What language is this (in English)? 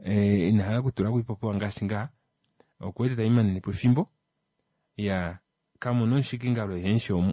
Kuanyama